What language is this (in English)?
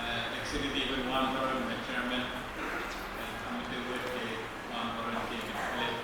Pohnpeian